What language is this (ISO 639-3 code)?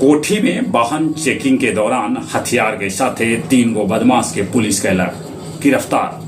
mag